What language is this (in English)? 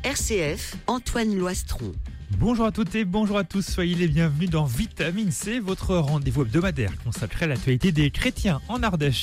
French